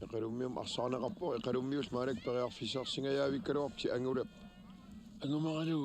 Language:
Kalaallisut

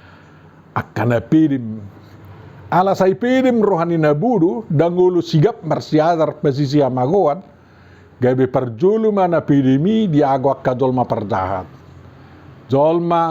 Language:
Batak Toba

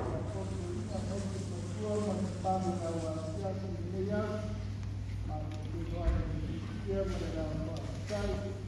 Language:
Samoan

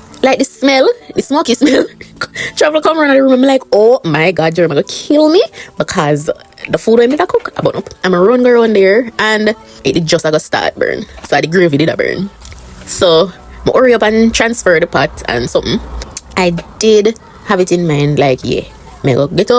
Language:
Jamaican Creole English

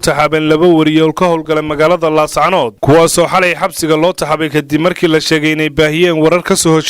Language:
Somali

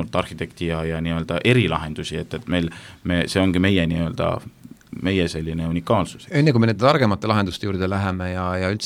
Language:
Estonian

